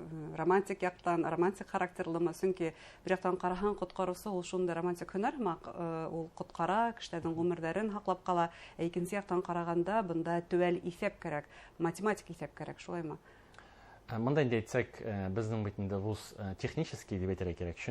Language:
Bashkir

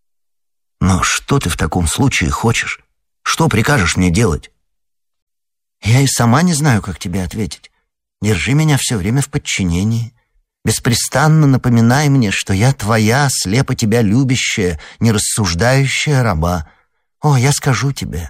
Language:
Russian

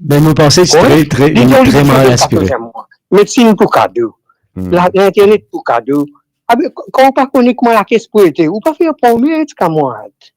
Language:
Morisyen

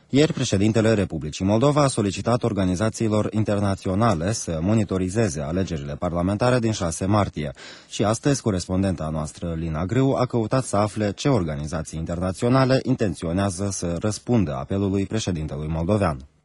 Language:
Romanian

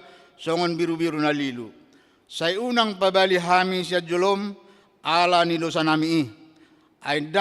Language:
Batak Toba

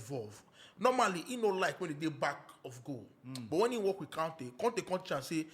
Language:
Nigerian Pidgin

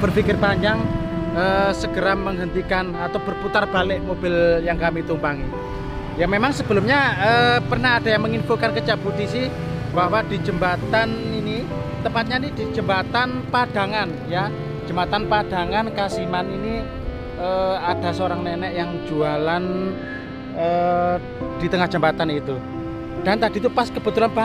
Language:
Indonesian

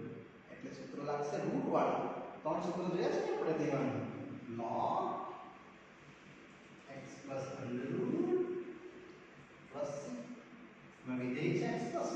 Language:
Gujarati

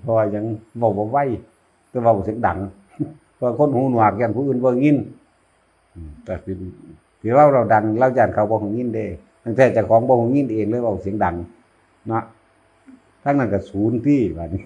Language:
Northeastern Thai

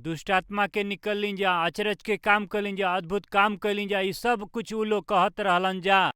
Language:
Bhojpuri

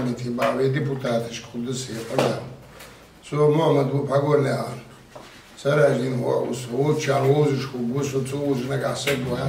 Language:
Ingush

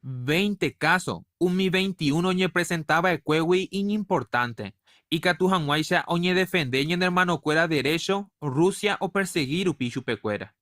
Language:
Guarani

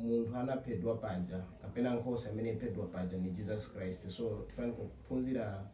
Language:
Nyanja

